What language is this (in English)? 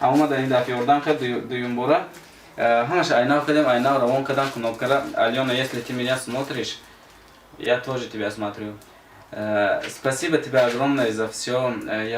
Tajik